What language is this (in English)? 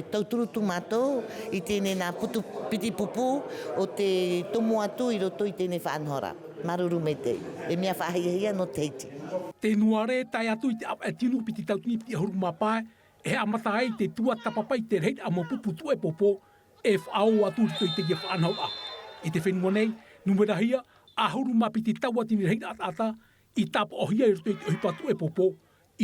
Tahitian